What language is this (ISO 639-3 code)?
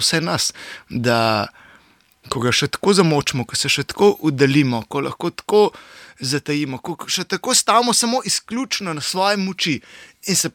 slv